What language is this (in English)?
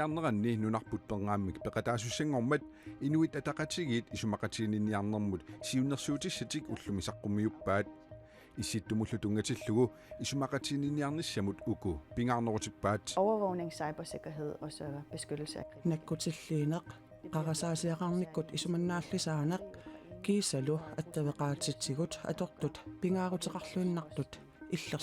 Kalaallisut